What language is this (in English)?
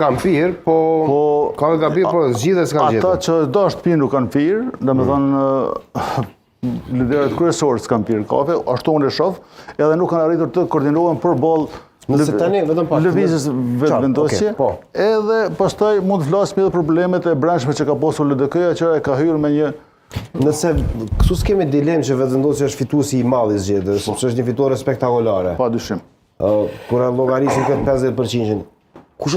Albanian